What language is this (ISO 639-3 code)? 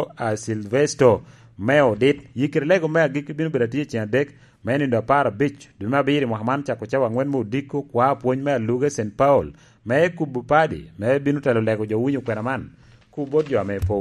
laj